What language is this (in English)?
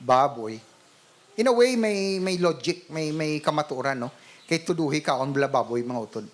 Hiligaynon